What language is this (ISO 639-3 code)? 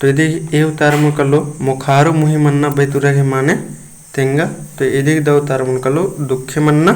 kru